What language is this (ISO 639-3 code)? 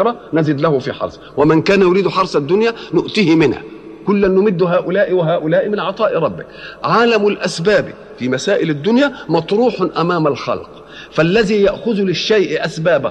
ara